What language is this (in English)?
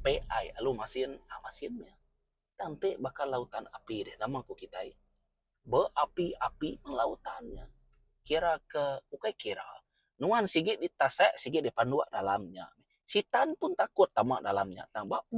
Iban